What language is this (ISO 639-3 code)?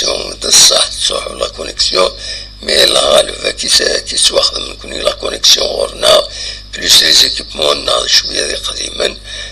kab